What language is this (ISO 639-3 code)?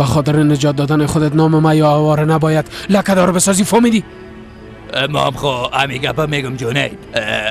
fas